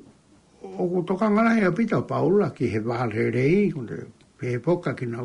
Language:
Tongan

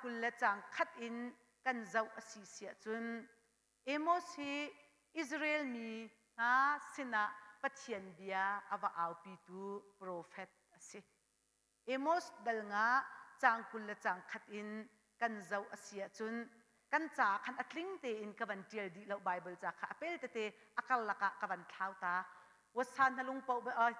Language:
Hakha Chin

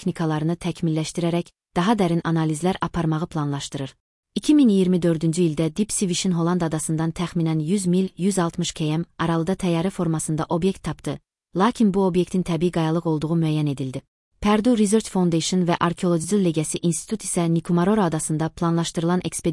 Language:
Azerbaijani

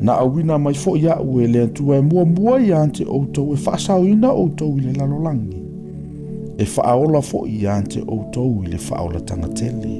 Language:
Samoan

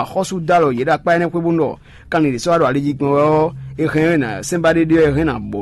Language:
Fon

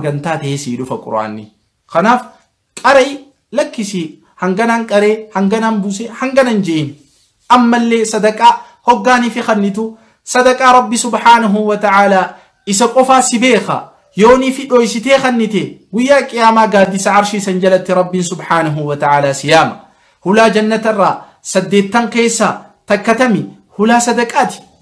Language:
Oromo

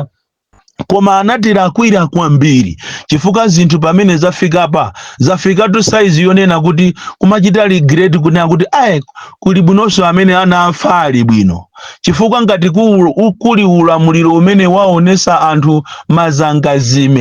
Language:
Nyanja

